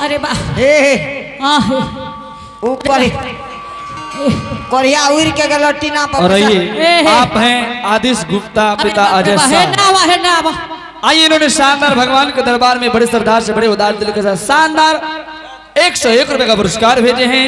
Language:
Angika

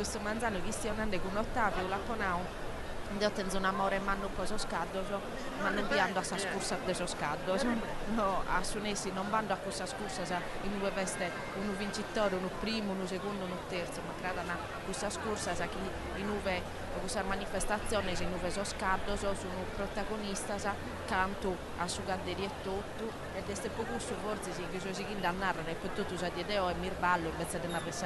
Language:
Sardinian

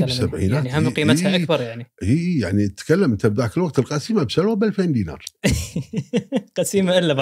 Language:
Gulf Arabic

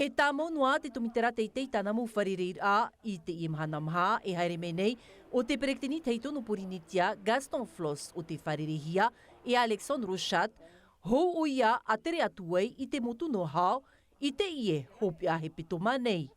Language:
Tahitian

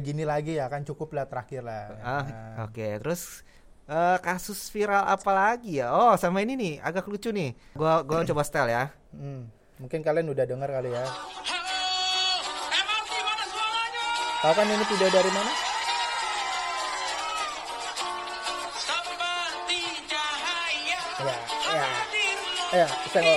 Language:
Indonesian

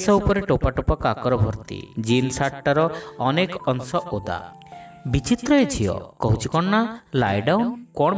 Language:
Odia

